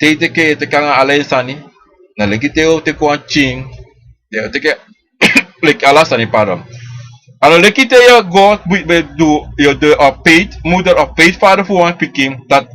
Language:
Sranan Tongo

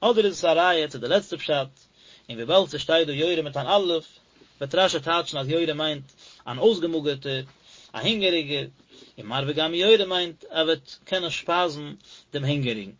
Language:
Yiddish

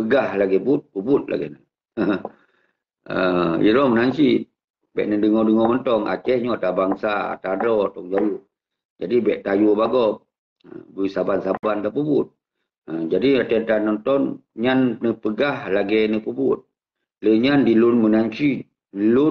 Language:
Achinese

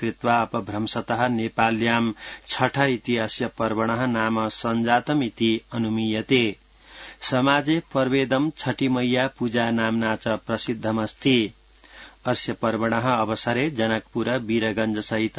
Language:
Sanskrit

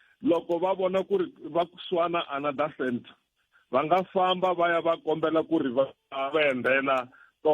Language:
Tsonga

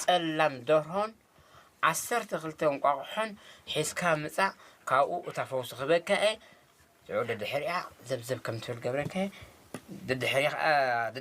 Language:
Tigrinya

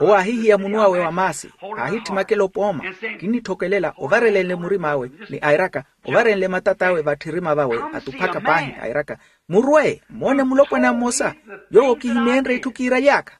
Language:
Makhuwa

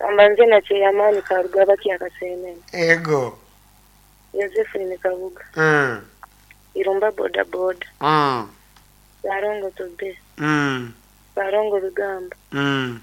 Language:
Nyankole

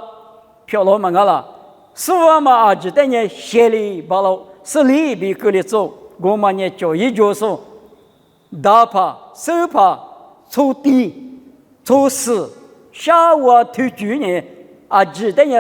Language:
Lisu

